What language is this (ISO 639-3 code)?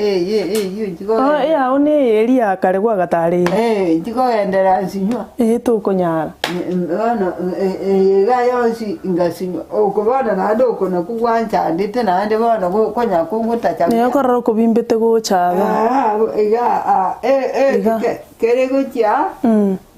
guz